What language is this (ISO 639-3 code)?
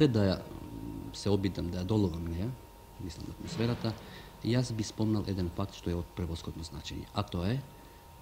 mkd